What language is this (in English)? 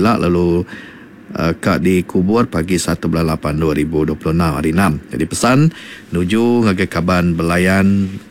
Iban